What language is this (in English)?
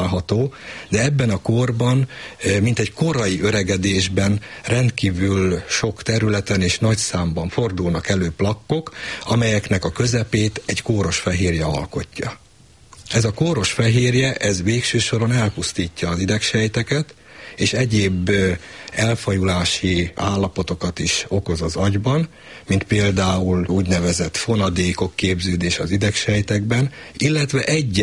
Hungarian